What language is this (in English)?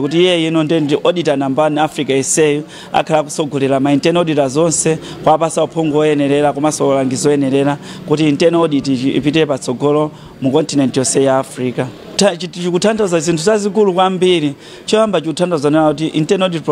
Nyanja